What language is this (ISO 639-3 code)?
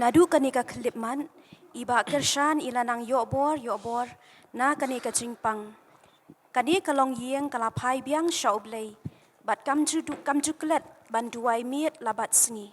kha